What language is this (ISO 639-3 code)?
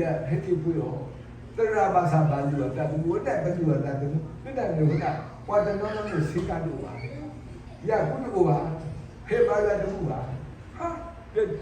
ksw